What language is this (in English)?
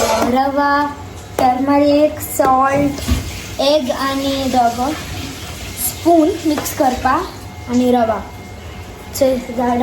Konkani